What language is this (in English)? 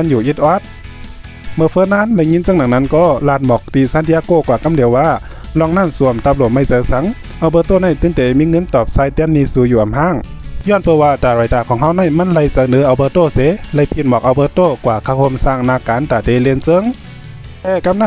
Shan